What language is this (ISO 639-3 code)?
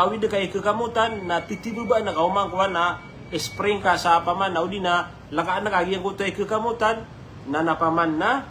mrw